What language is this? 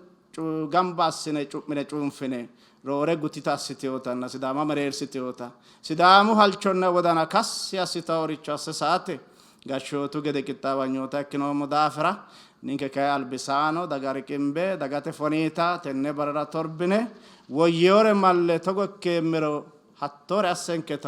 Sidamo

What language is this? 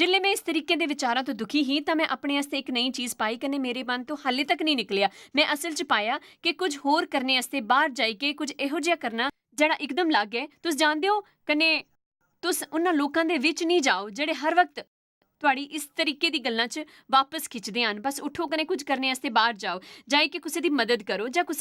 Dogri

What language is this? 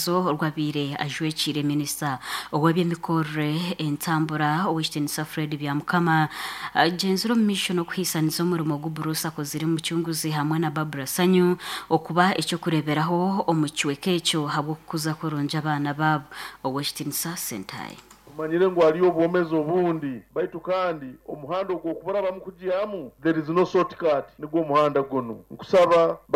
Nyankole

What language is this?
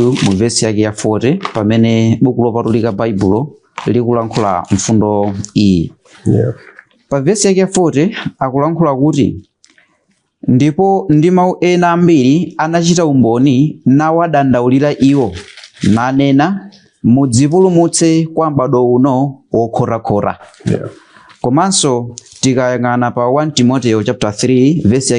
Nyanja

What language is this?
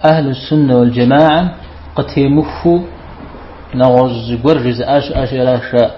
Kabardian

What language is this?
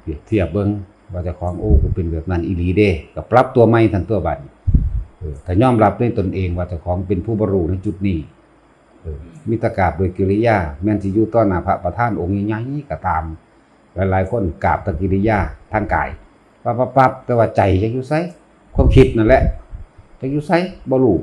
Northeastern Thai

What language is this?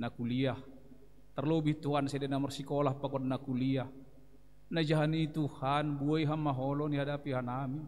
Batak Simalungun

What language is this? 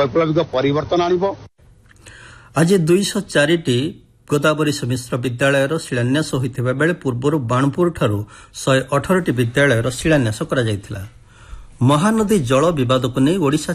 Odia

